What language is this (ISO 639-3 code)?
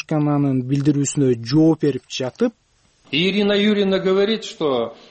kir